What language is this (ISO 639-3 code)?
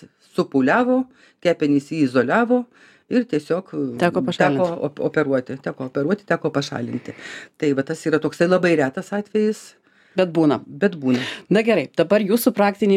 lit